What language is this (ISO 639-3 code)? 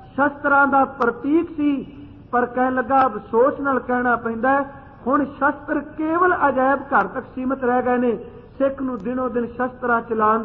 pan